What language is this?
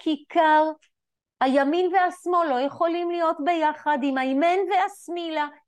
Hebrew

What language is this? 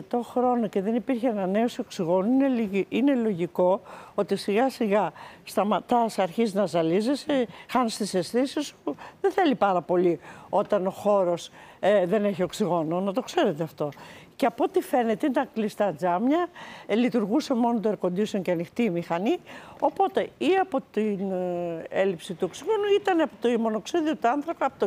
Greek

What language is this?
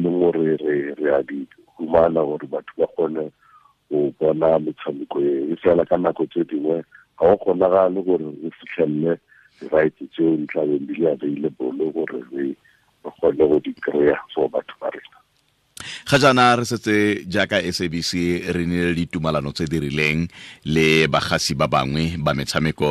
Tswana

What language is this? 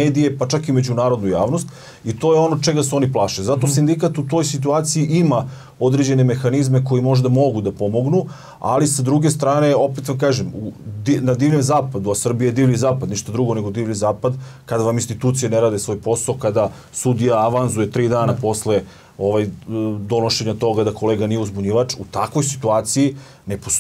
Serbian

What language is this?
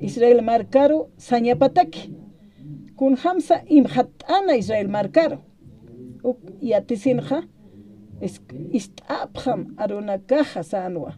Aymara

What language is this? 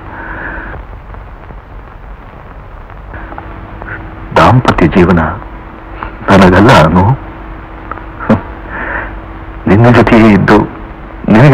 Kannada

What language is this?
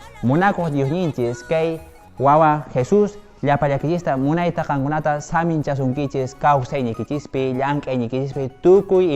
Quechua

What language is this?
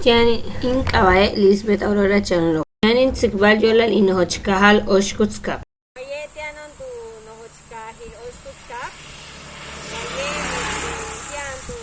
Yucateco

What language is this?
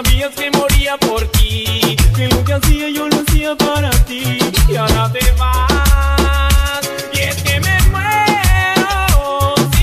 Spanish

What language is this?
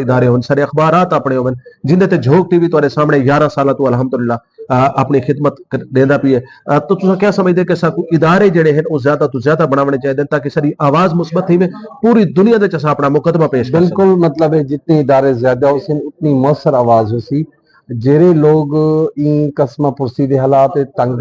Saraiki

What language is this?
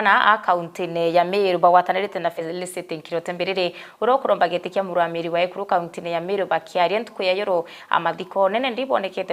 Meru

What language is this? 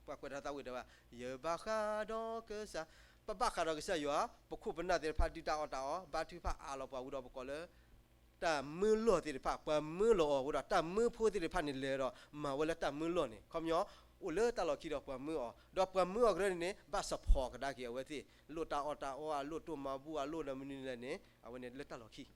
S'gaw Karen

